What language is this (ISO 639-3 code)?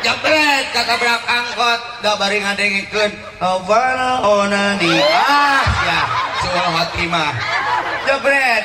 sun